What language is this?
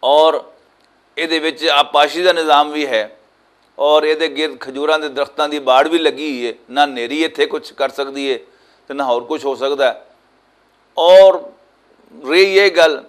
Western Panjabi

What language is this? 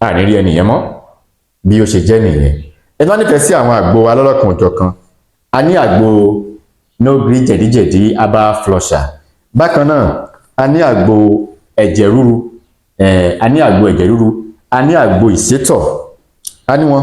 Yoruba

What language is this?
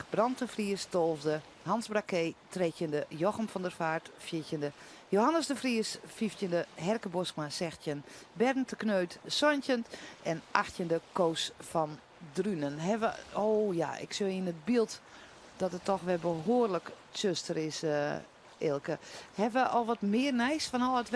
Western Frisian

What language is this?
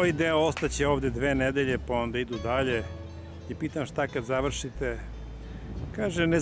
Serbian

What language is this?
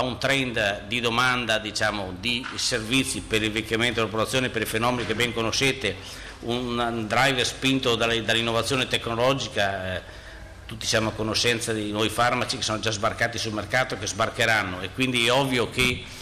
Italian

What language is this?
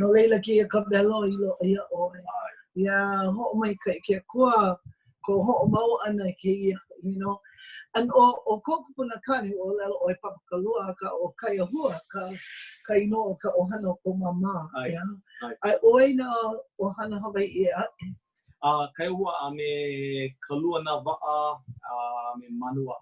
Hawaiian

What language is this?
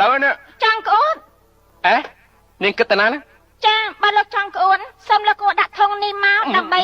Khmer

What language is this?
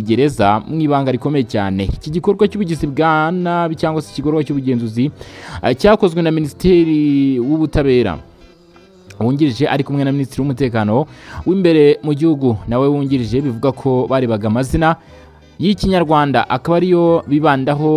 Kinyarwanda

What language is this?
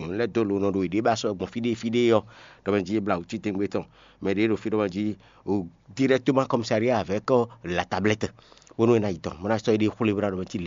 Fon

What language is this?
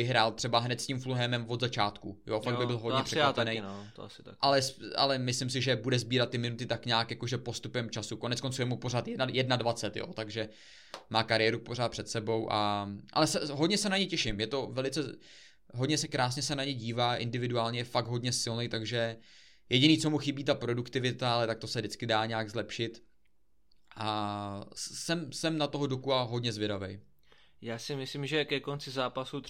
Czech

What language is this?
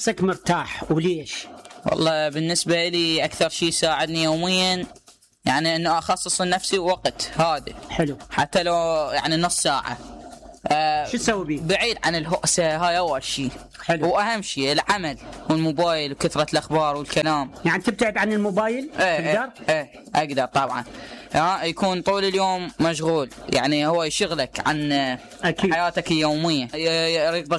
Mesopotamian Arabic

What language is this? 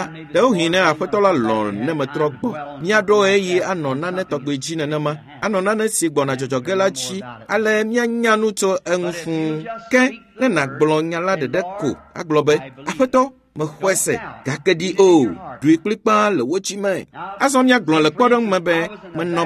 Ewe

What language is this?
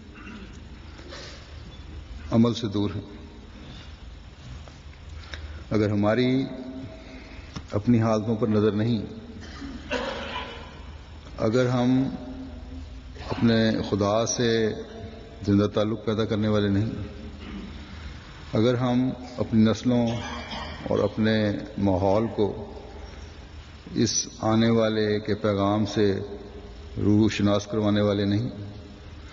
Urdu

